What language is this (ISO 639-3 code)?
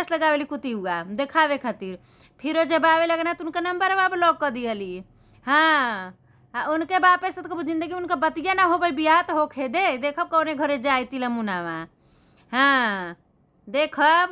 bho